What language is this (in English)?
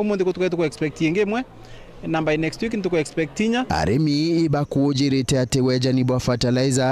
Meru